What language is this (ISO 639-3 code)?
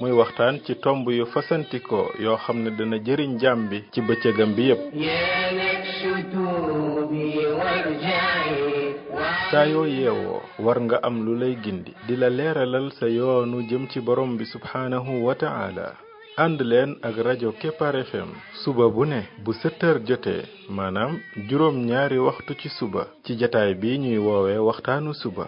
wol